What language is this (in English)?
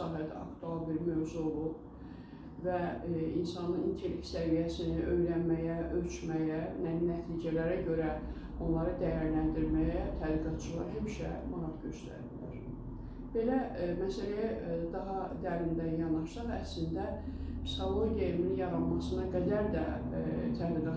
Azerbaijani